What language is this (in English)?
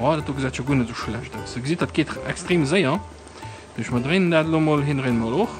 Luxembourgish